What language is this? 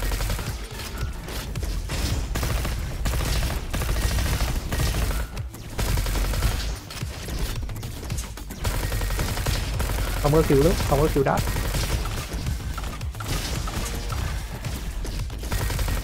Vietnamese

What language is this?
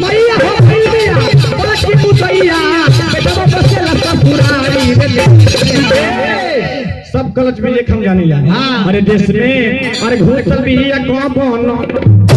Magahi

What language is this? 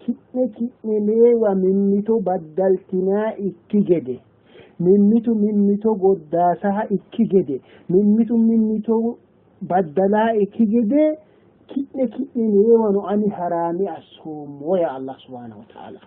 Sidamo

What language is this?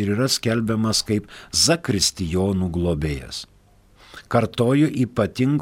Lithuanian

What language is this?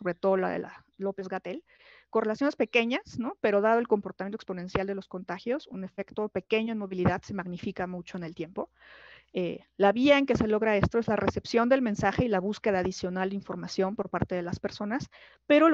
Spanish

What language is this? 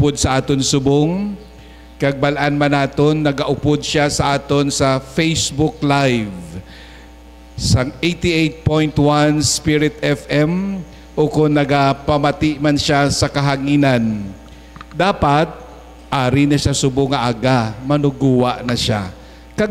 Hiligaynon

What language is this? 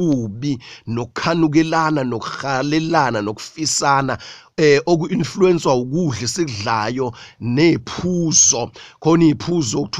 Zulu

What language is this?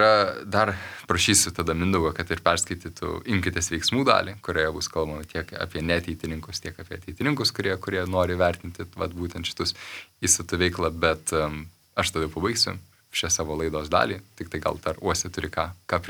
Lithuanian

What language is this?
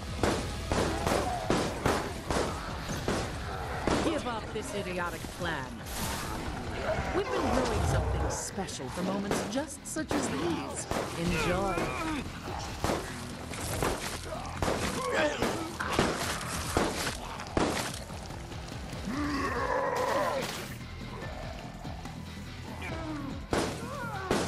English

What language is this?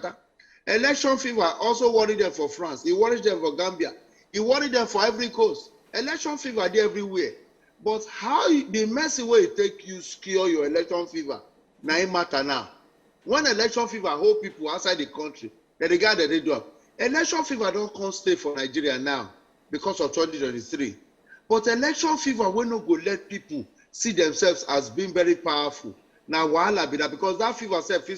Nigerian Pidgin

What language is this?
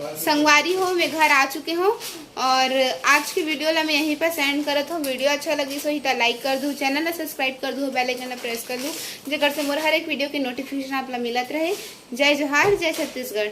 Chhattisgarhi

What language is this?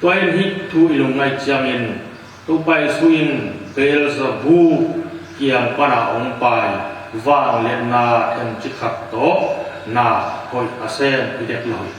Tedim Chin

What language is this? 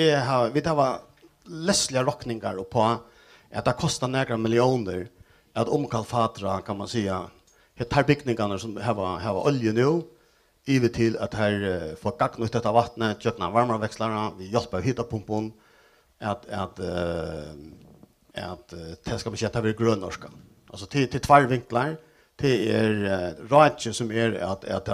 Faroese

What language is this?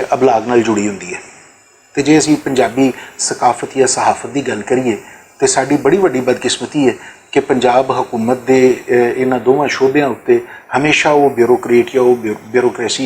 Western Panjabi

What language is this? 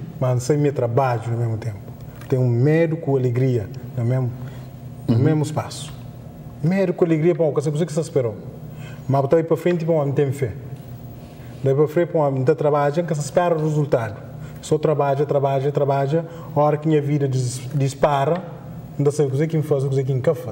Kabuverdianu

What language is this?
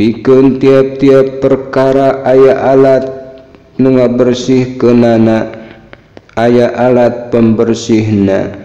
Sundanese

